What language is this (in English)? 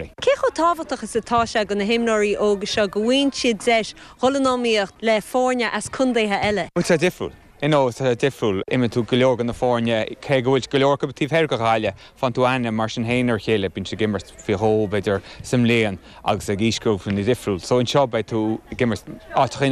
Irish